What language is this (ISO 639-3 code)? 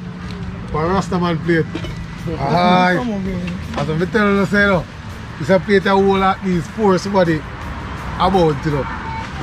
jam